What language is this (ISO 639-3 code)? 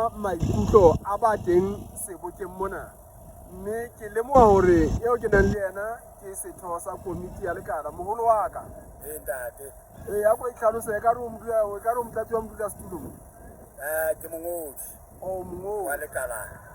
sot